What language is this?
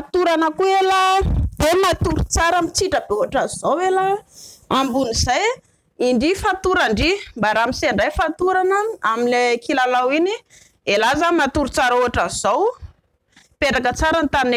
Malagasy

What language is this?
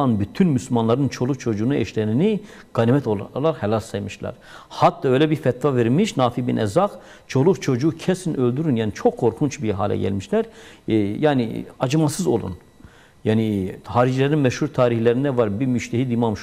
Turkish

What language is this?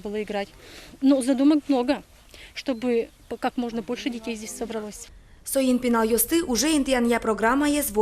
Udmurt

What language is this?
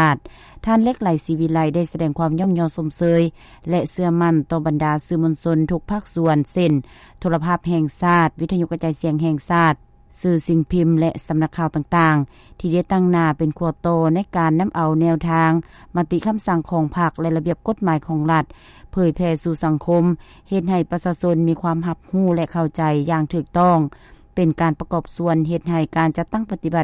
Lao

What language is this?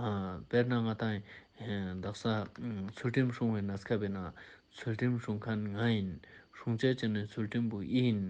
Ladakhi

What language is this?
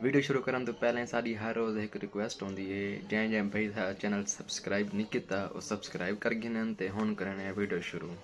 Saraiki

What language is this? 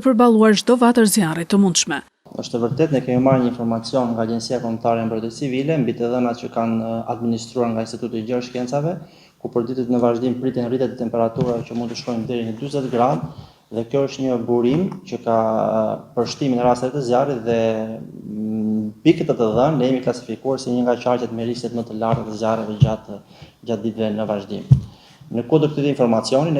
Albanian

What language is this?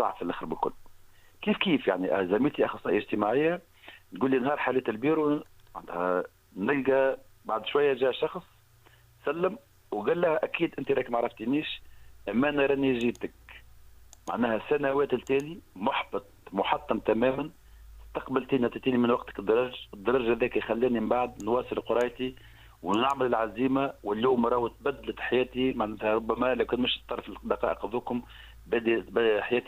Tunisian Arabic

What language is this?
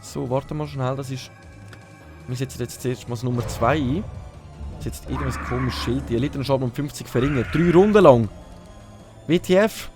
Swiss German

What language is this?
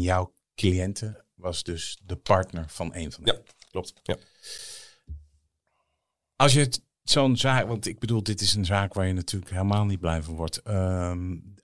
Dutch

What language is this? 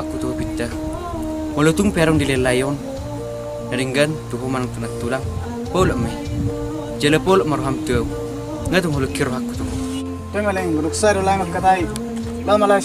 Batak Toba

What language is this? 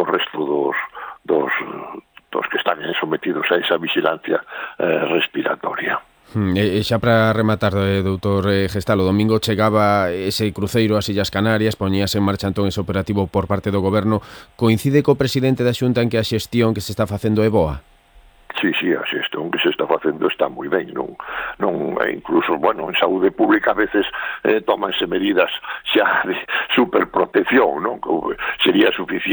Galician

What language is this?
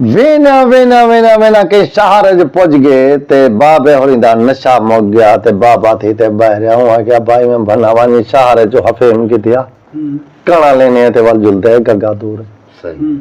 Saraiki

